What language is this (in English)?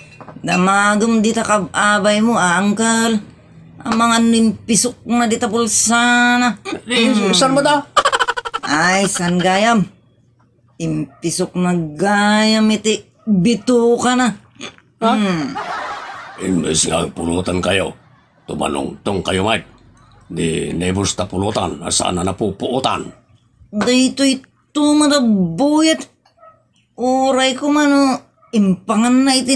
Iloko